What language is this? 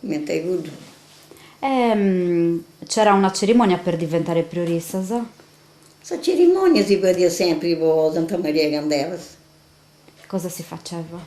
Sardinian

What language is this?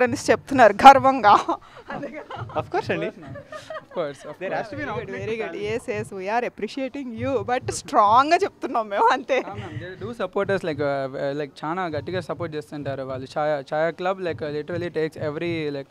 Telugu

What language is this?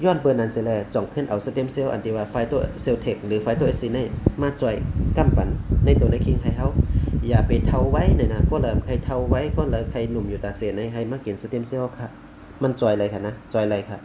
Shan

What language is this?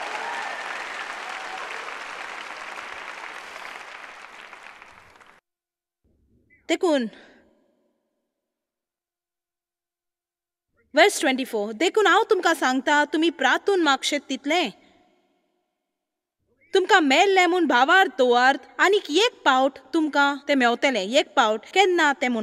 Konkani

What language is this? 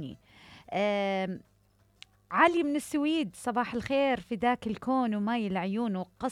Mesopotamian Arabic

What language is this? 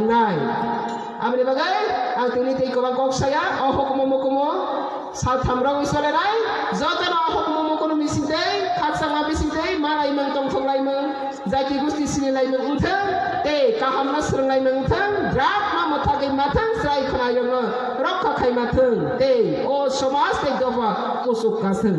Kok Borok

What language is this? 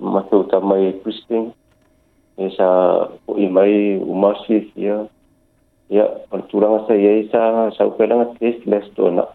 Samoan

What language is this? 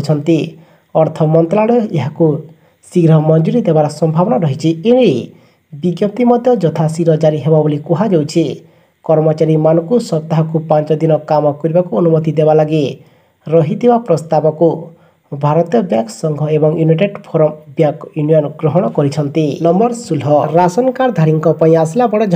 Odia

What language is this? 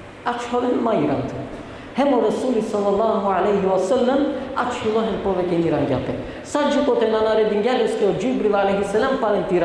Balkan Romani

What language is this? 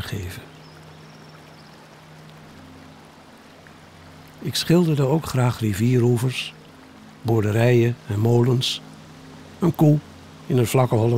Dutch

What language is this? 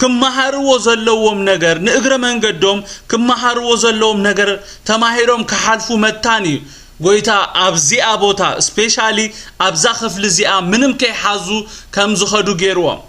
Tigrinya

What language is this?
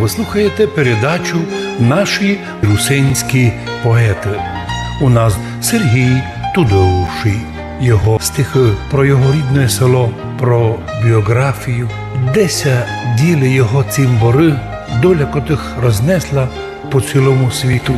Rusyn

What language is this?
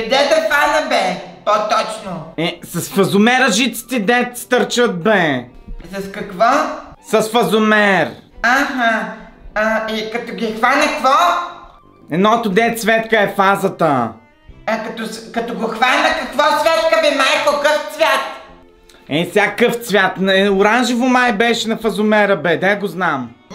Bulgarian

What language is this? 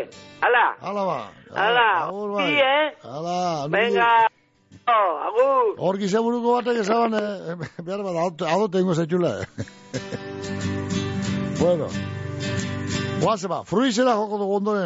Basque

